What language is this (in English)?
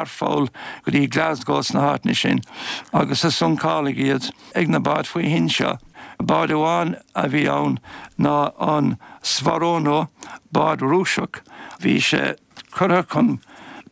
Irish